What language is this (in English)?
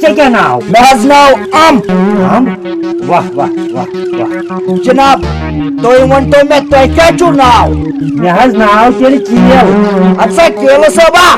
Kashmiri